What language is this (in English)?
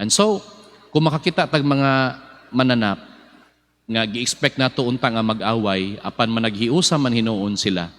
Cebuano